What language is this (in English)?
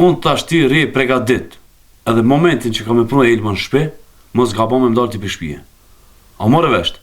Albanian